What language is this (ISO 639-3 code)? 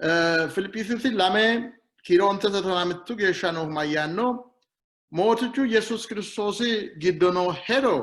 sid